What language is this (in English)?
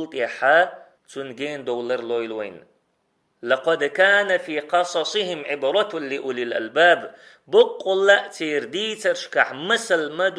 Chechen